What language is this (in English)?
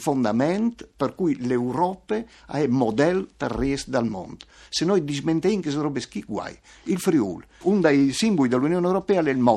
Friulian